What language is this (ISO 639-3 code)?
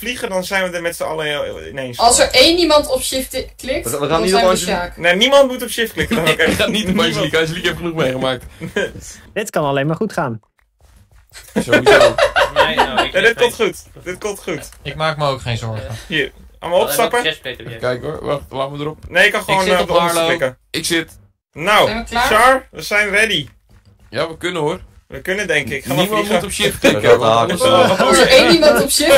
nld